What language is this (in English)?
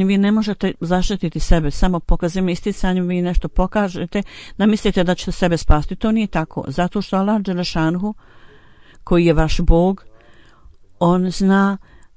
Bosnian